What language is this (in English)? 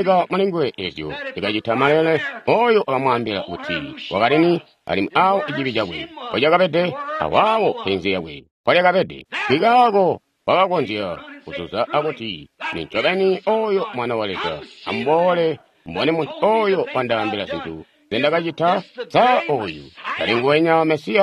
Tonga (Zambia)